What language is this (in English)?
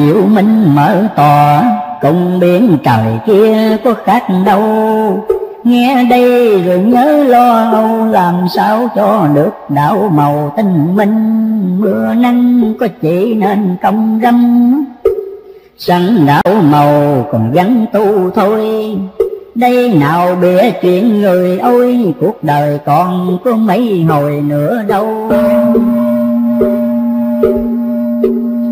Vietnamese